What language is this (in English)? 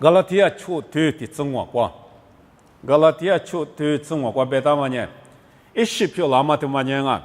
Lisu